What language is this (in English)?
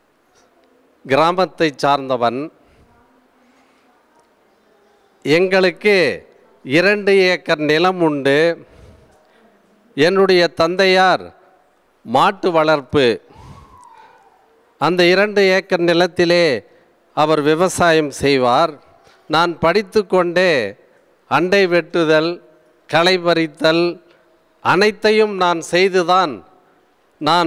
Tamil